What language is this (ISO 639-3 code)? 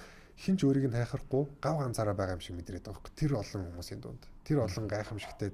mon